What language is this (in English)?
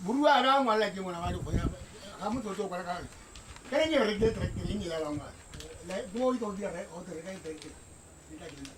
Tswana